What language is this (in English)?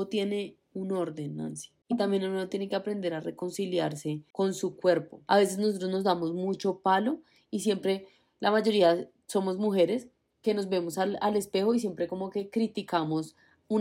Spanish